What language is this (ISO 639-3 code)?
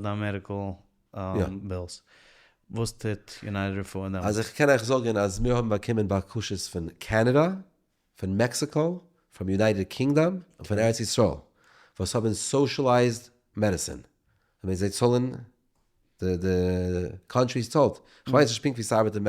yid